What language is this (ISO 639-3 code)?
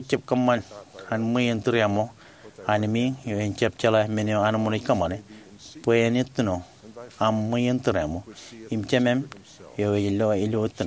mah